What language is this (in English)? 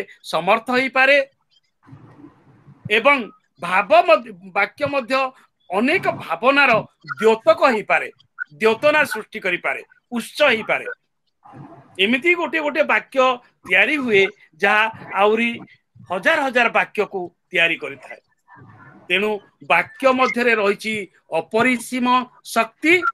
Odia